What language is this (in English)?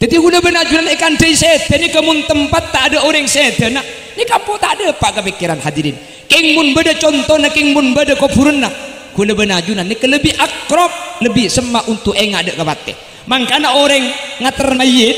Madurese